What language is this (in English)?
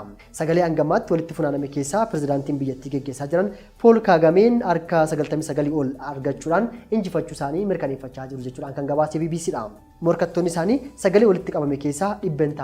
Oromo